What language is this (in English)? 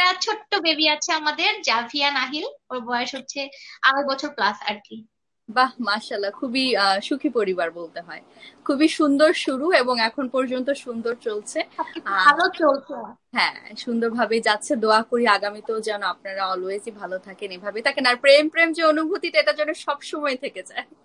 Bangla